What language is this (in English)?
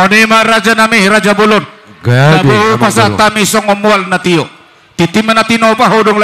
Batak Toba